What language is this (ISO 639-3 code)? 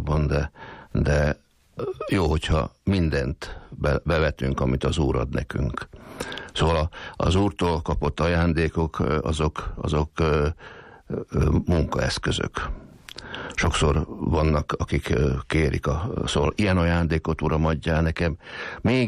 hun